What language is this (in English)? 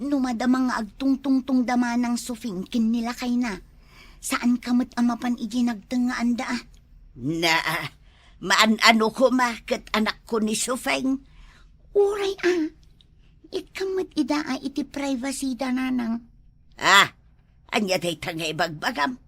Iloko